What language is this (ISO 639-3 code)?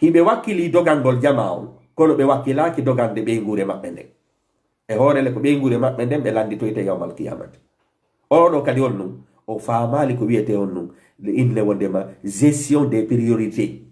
ful